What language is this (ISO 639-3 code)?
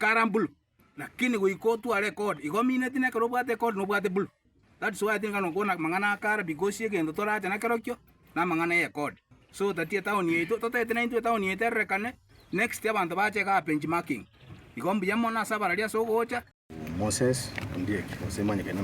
guz